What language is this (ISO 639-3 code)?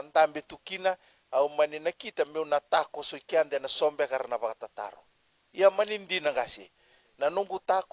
fij